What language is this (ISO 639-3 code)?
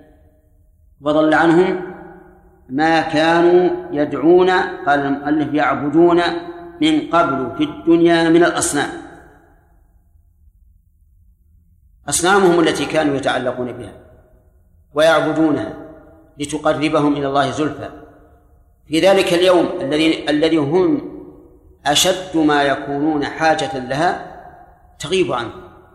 ara